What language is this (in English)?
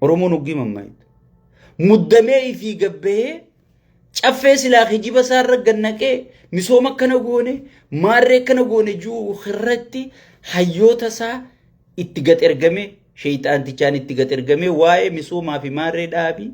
Oromo